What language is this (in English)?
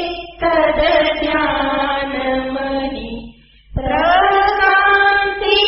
Gujarati